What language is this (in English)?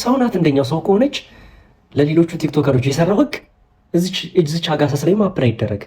Amharic